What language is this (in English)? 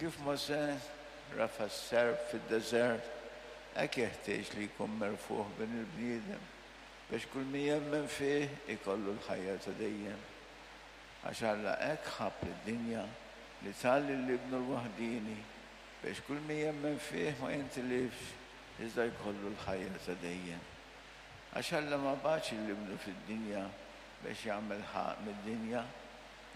Maltese